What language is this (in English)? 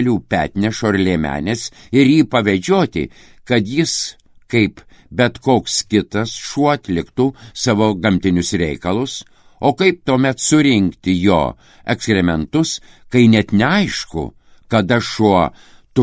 Lithuanian